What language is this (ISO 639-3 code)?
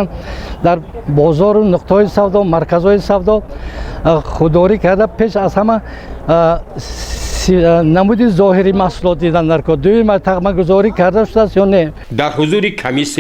tgk